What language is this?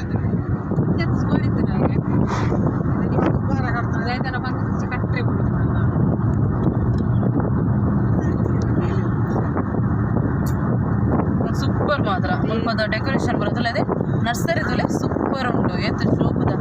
Tulu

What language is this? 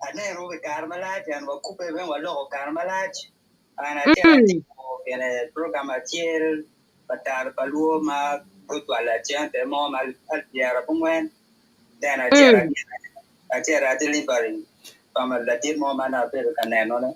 Acoli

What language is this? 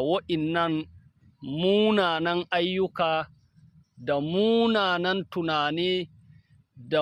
Hausa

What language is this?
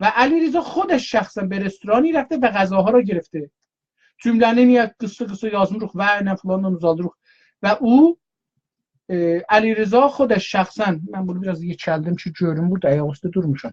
South Azerbaijani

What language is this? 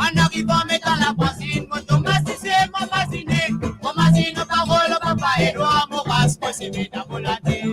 Morisyen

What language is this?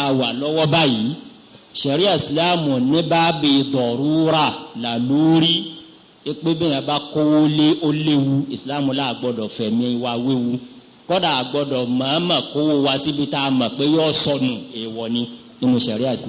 Yoruba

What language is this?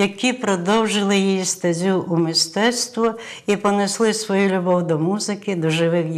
Ukrainian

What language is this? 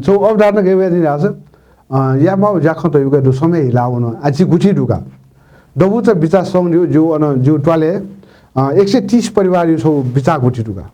Newari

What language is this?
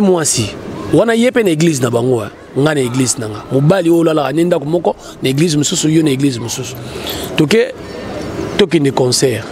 Lingala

